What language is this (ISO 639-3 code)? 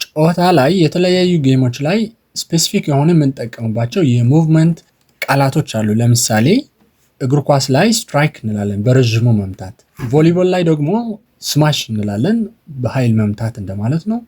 amh